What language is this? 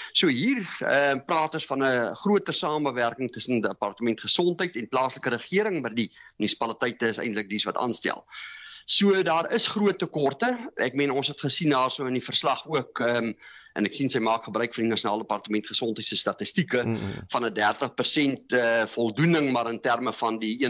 Afrikaans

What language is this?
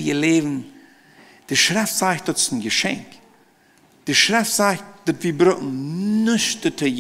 Plautdietsch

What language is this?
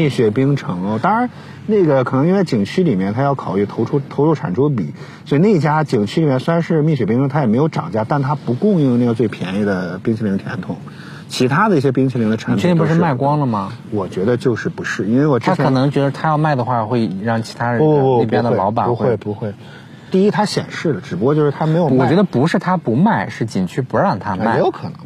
Chinese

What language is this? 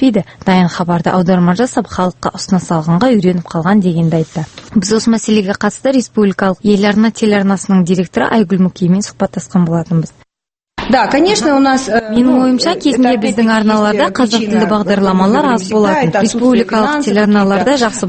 Kazakh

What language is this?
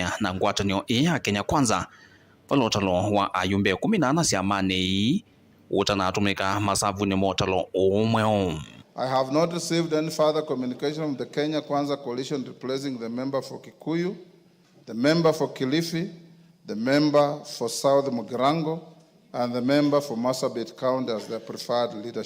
Kamba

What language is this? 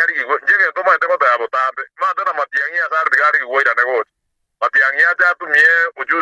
Gusii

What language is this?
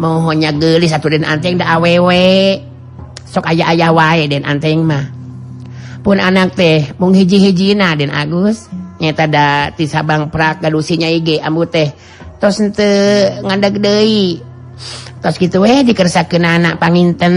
Sundanese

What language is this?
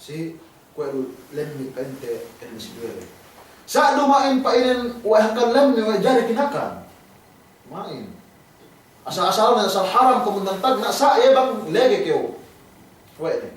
Yakan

